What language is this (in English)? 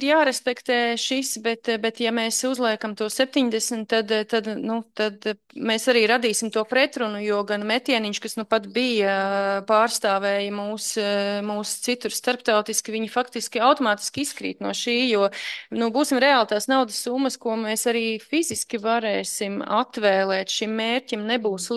Latvian